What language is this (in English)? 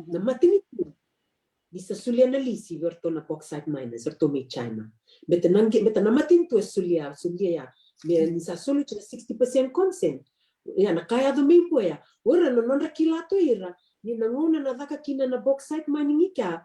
Fijian